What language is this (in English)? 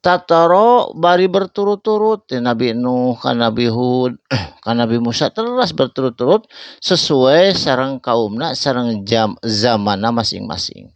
Sundanese